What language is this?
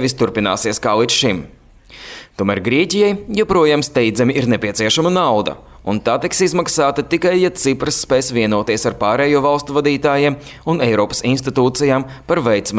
Latvian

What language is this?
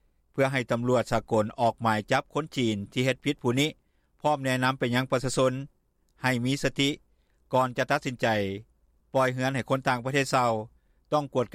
Lao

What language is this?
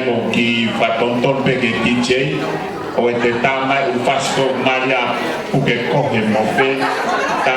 Tongan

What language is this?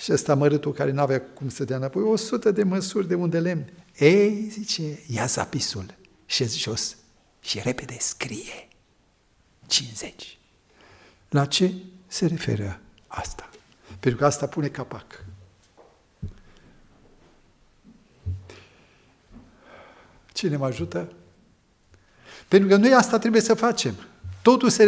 Romanian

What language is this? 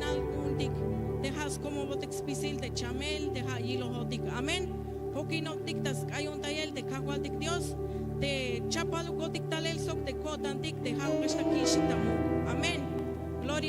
Tzeltal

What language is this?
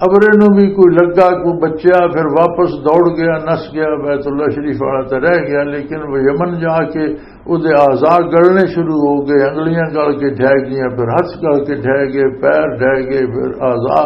Western Panjabi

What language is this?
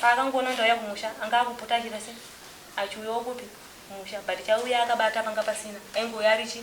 Shona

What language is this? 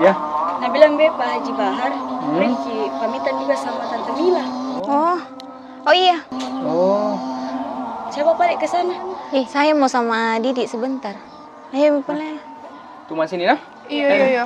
Makassar Malay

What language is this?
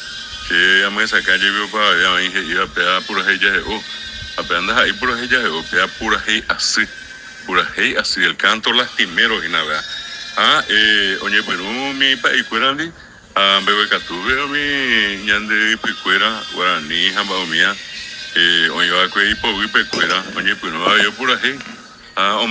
Guarani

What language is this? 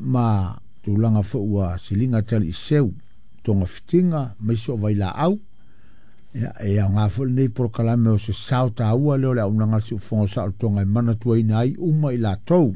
Samoan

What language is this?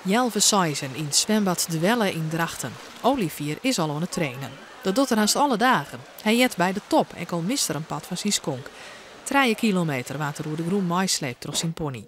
Western Frisian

